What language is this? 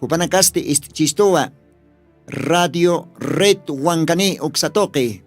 Aymara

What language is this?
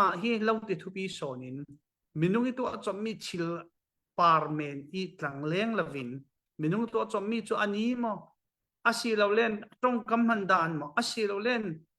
Falam Chin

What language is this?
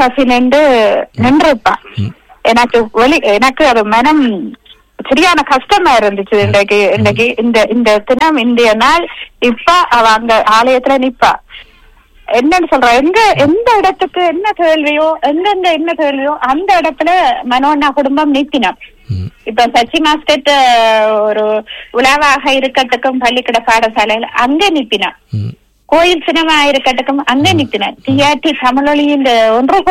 Tamil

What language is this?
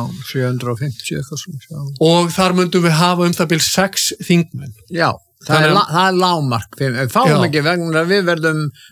Icelandic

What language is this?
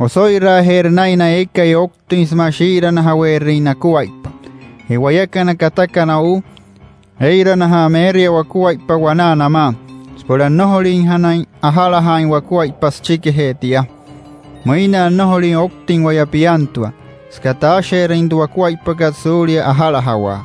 Wayuu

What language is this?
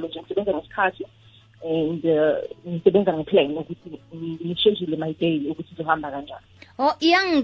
South Ndebele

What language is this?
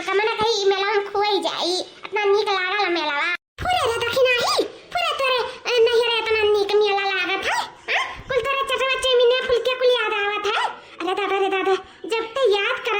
Awadhi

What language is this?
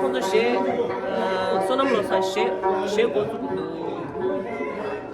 Tibetan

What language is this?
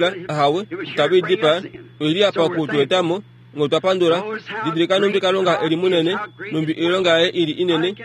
Kuanyama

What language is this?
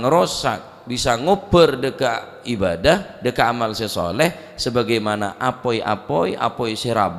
Madurese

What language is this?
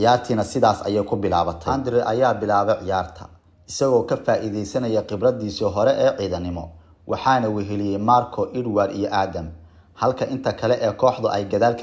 Somali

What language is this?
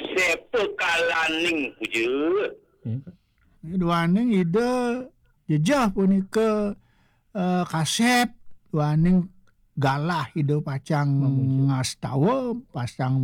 Balinese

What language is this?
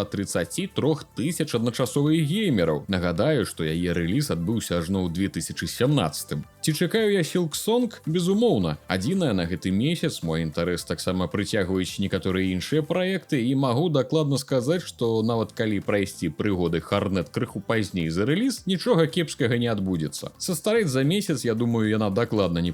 Belarusian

